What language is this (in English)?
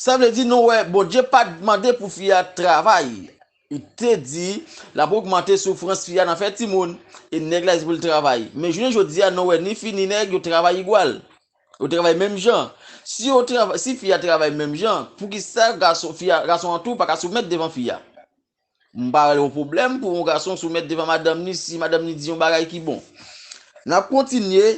Haitian Creole